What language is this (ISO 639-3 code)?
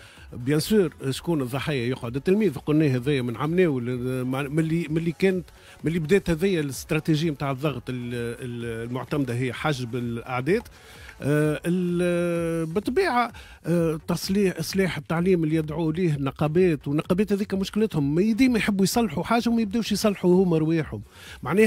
aeb